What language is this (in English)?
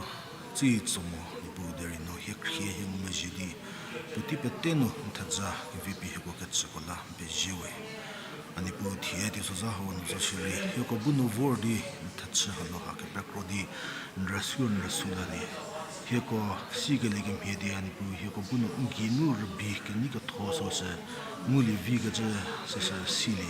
Angami Naga